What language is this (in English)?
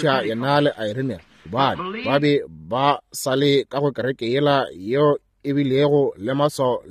Northern Sotho